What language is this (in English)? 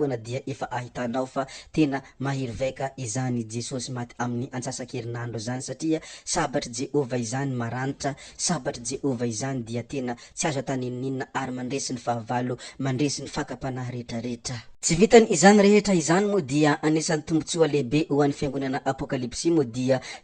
Malagasy